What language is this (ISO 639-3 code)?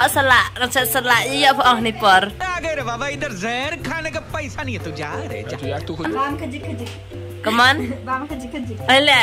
kha